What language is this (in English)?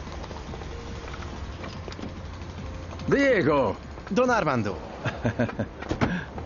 Hungarian